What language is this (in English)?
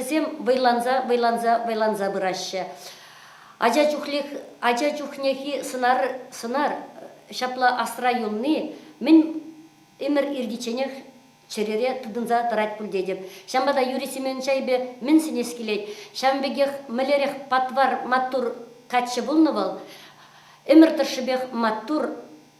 Chuvash